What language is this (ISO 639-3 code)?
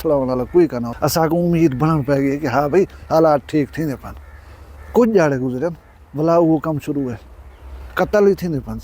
skr